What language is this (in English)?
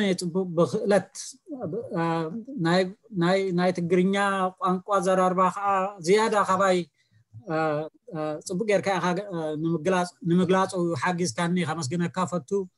Tigrinya